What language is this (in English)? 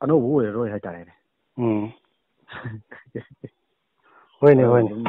Manipuri